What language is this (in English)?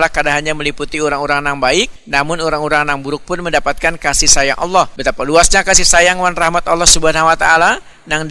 Banjar